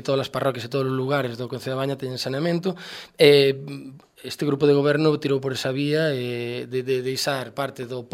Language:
Galician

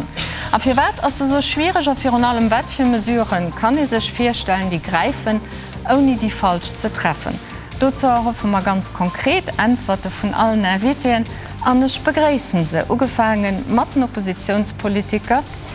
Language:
Luxembourgish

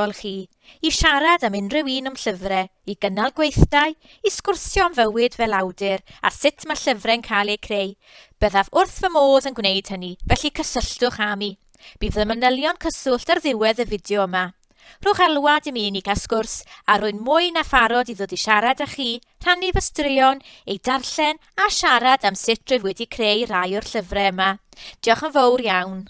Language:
Welsh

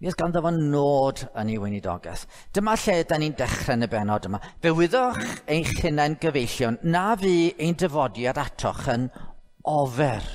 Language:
Welsh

